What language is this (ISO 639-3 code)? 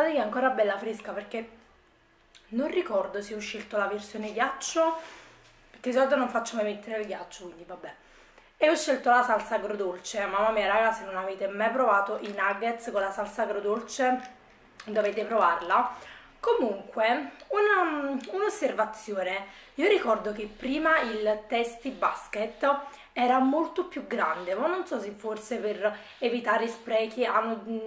ita